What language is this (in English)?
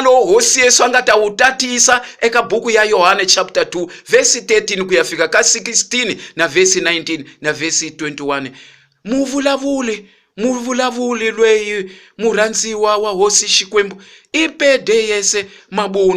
Tsonga